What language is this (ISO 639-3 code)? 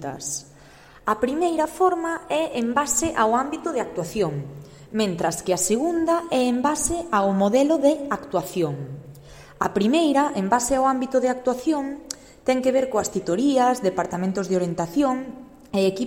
glg